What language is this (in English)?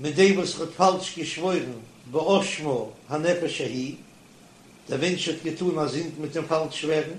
Yiddish